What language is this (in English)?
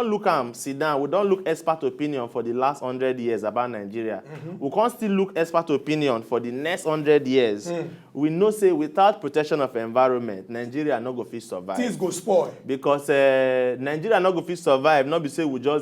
Nigerian Pidgin